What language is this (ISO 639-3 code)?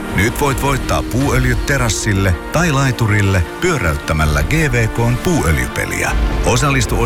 fin